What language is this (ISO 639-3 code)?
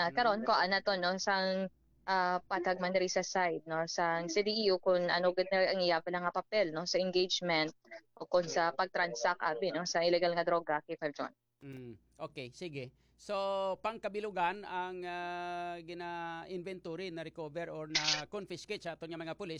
hil